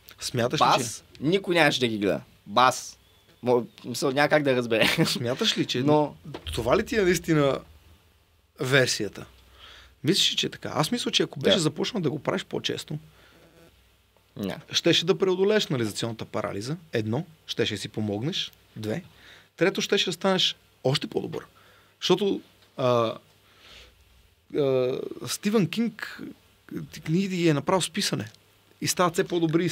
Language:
Bulgarian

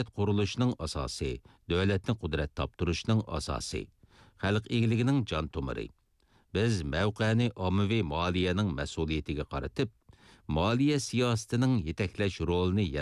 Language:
Uyghur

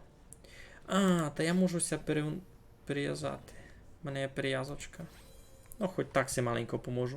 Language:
Rusyn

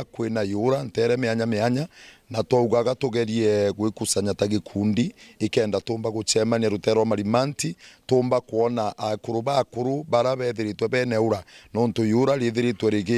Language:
Meru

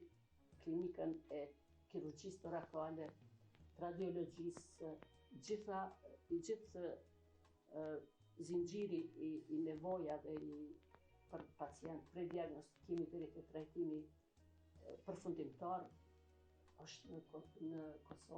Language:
Albanian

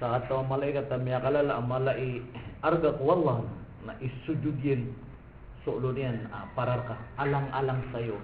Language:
Maranao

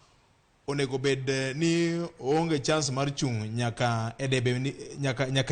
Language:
Luo (Kenya and Tanzania)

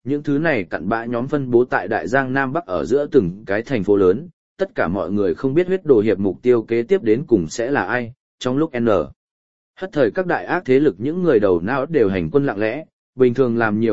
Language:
Vietnamese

